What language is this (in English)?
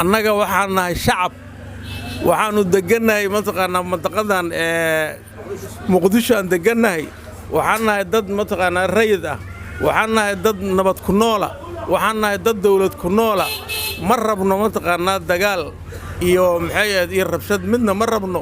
Somali